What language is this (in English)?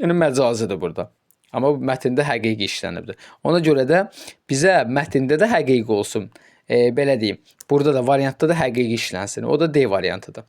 Azerbaijani